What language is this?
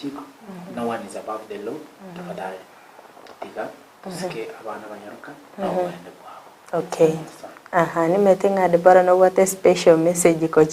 Gusii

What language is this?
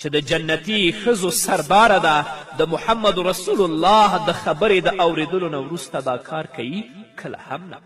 Pashto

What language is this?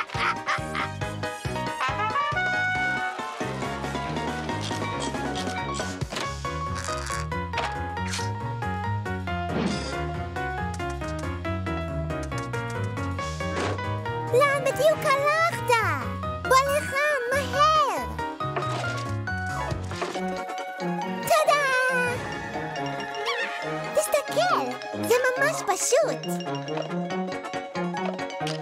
Hebrew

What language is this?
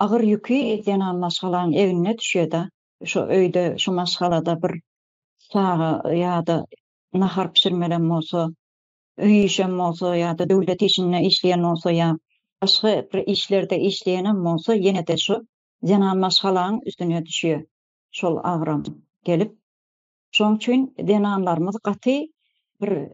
Turkmen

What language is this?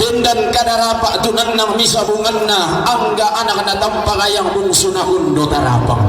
Toraja-Sa'dan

